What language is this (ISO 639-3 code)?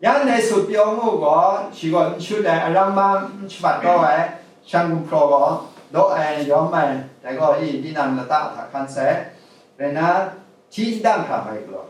kac